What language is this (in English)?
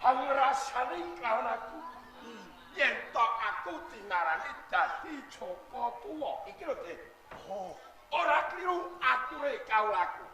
Javanese